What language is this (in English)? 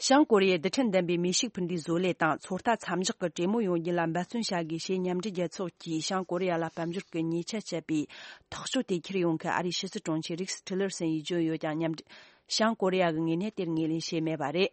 Tibetan